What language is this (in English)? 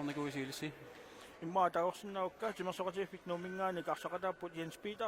Kalaallisut